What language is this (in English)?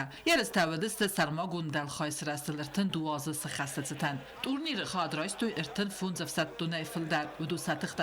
Ossetic